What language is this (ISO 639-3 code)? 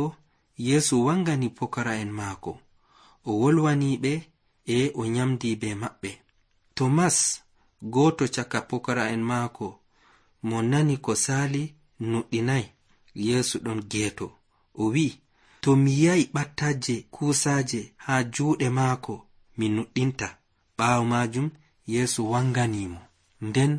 fuv